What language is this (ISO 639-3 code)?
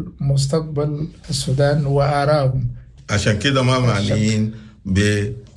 apd